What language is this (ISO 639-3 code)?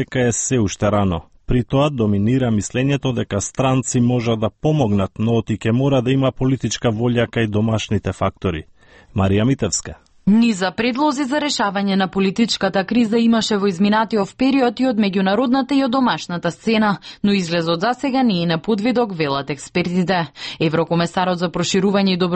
mkd